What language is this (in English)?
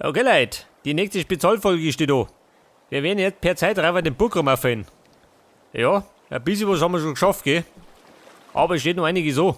Bavarian